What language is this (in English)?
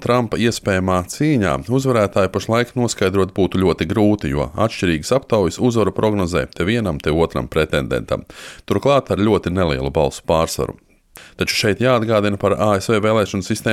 Latvian